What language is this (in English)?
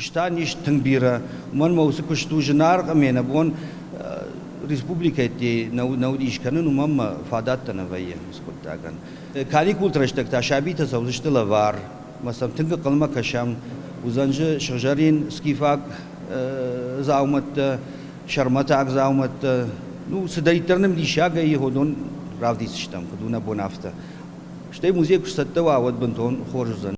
Ossetic